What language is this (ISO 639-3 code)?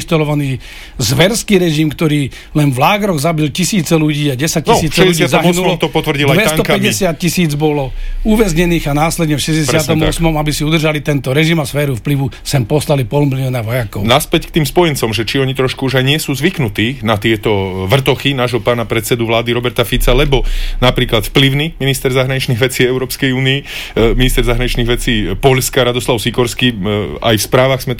slk